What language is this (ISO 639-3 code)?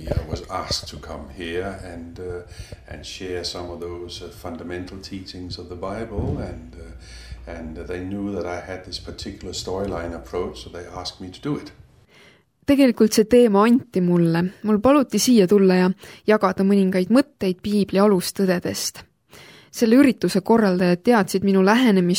est